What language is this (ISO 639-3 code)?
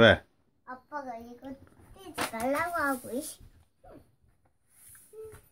kor